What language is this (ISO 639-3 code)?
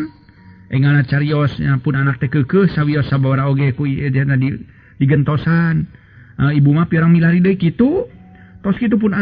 sun